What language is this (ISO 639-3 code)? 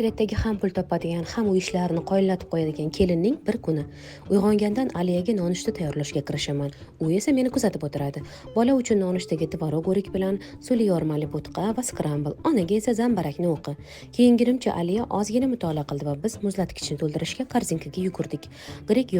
uzb